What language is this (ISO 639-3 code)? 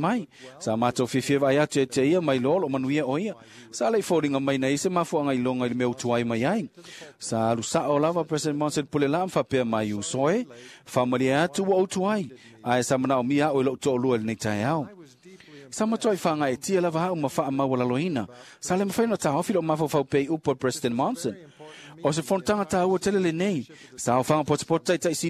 smo